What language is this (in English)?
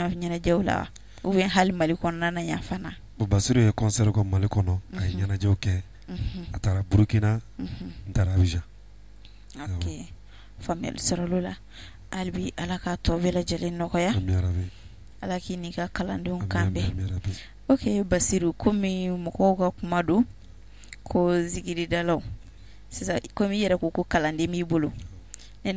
Bambara